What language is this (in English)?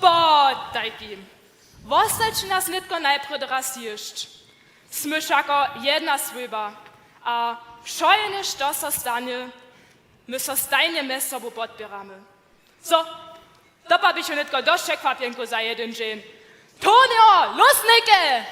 Upper Sorbian